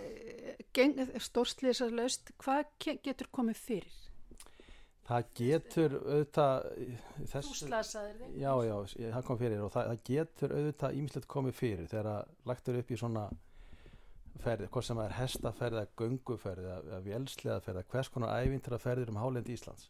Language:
Icelandic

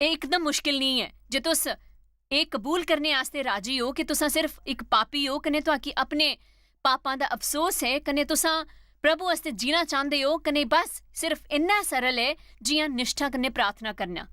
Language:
Dogri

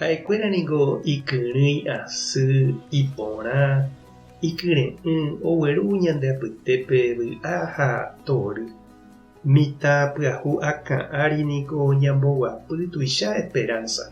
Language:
Guarani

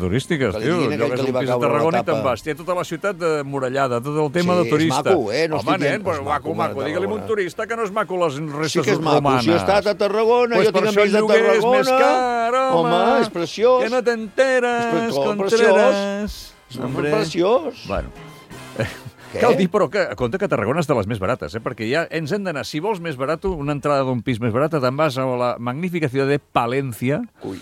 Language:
Catalan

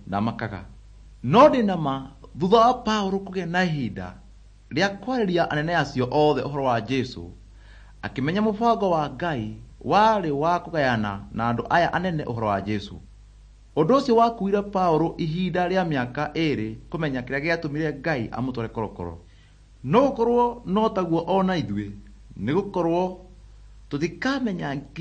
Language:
Kikuyu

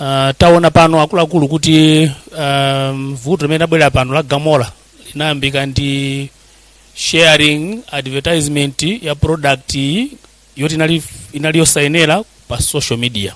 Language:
Nyanja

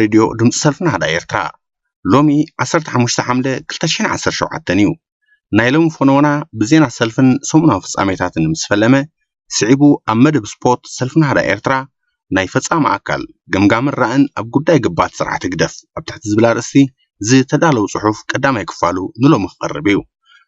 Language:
Tigrinya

